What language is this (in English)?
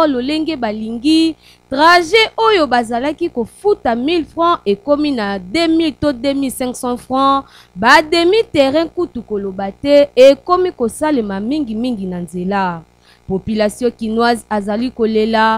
Lingala